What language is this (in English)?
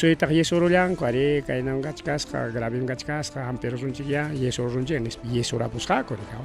Ayacucho Quechua